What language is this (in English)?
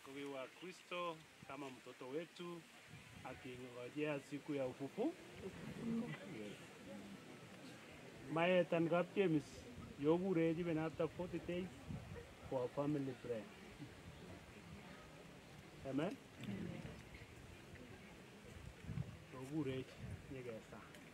Swahili